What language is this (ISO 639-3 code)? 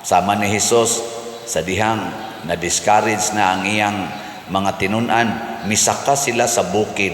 ceb